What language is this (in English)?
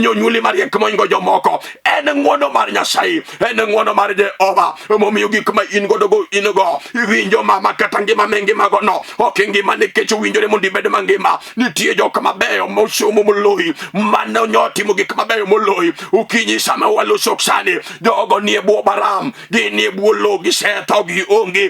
Luo (Kenya and Tanzania)